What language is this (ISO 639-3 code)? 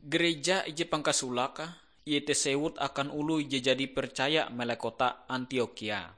nij